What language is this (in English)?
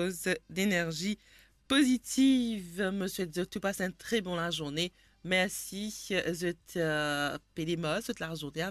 Morisyen